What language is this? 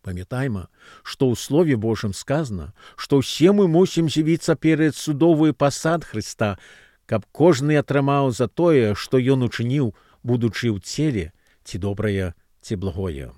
Belarusian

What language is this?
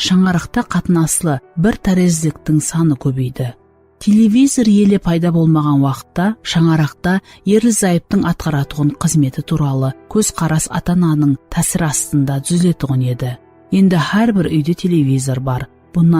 Kara-Kalpak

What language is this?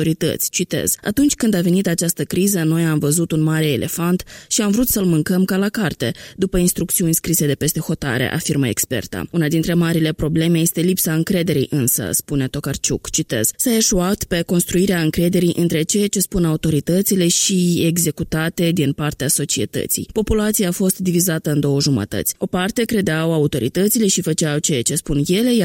Romanian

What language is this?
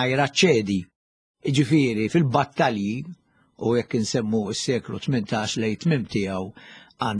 Maltese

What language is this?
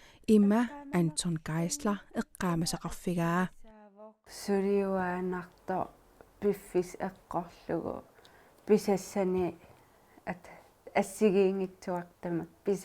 Kalaallisut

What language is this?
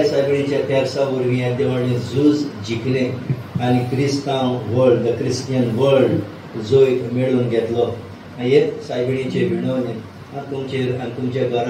Konkani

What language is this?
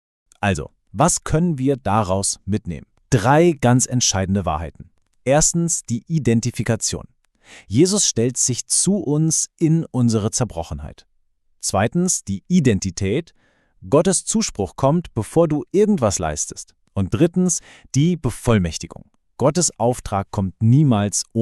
Swiss German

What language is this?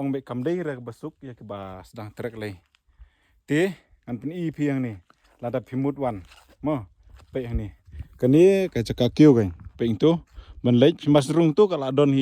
Khasi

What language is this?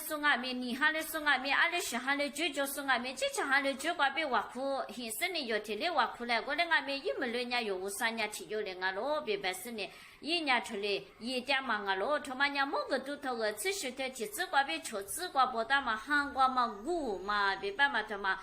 Lisu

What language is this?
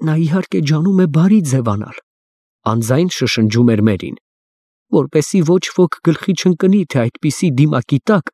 Armenian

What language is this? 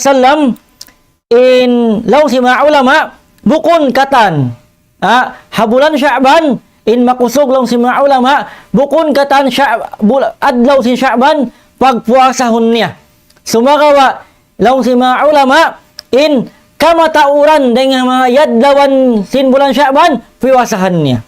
Tausug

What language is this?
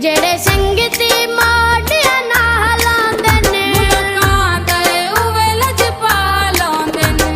Pahari-Potwari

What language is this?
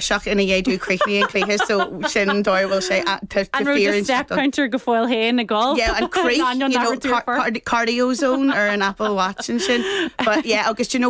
Irish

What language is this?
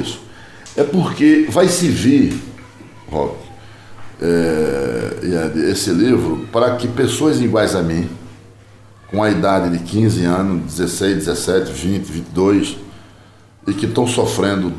Portuguese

